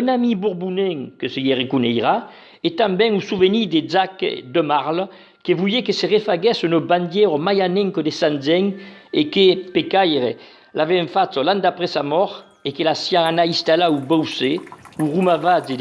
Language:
Occitan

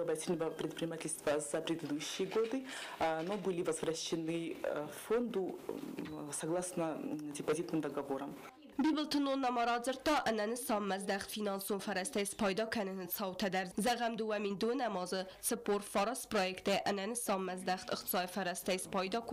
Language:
Ossetic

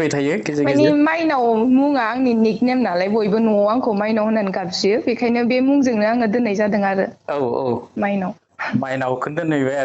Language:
Bodo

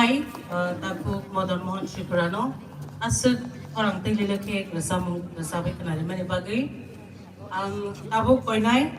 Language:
Kok Borok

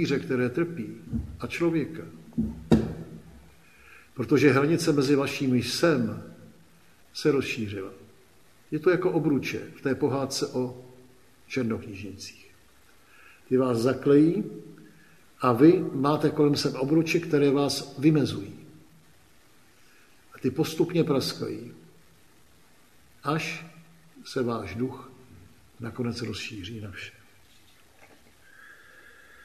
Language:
Czech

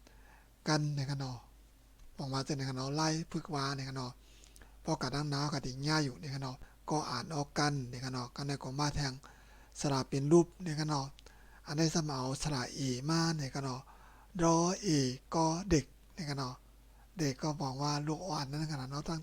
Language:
Shan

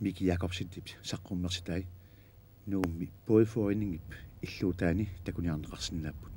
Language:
Kalaallisut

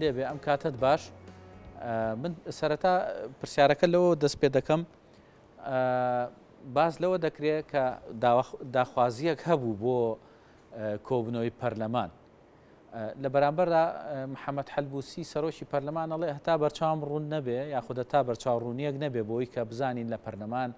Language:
Central Kurdish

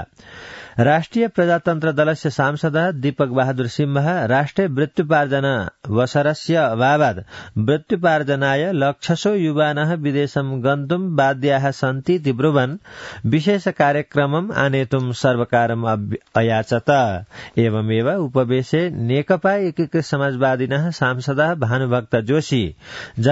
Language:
Sanskrit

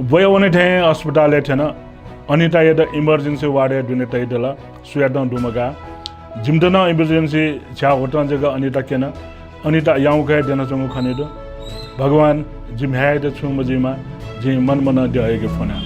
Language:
Newari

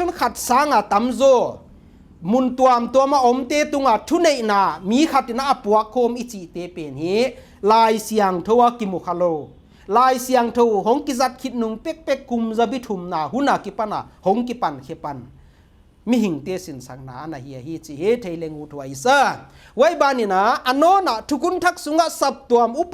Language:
Paite Chin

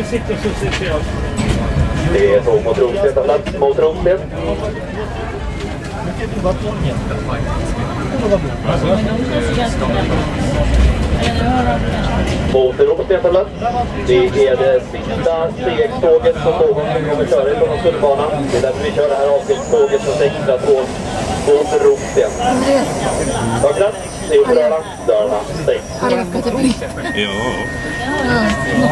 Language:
Swedish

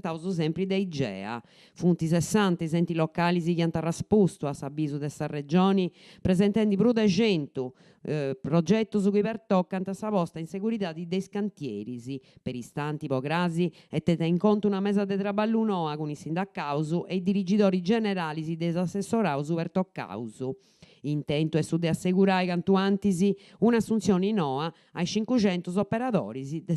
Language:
Sardinian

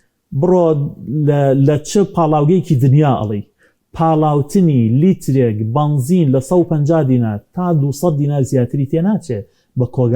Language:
Central Kurdish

